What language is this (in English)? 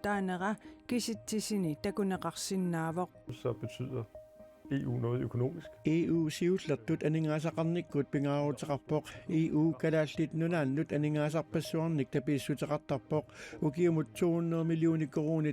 Kalaallisut